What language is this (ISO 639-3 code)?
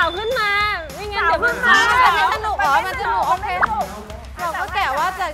tha